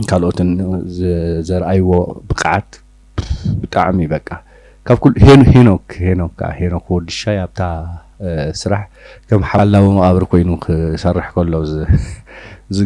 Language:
Tigrinya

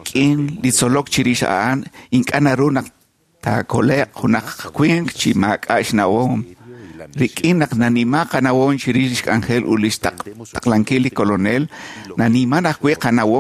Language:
Kekchí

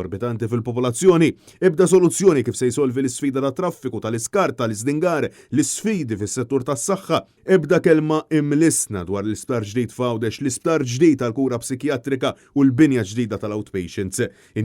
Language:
Maltese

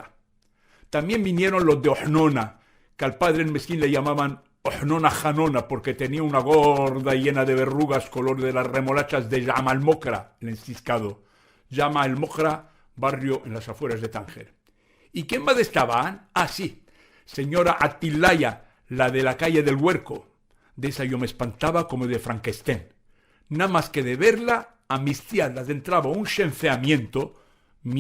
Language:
Ladino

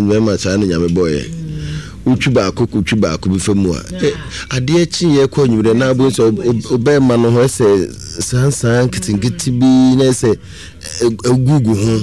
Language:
Akan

